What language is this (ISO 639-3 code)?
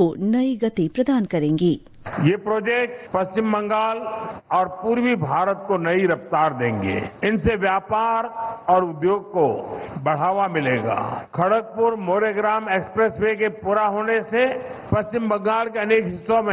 hin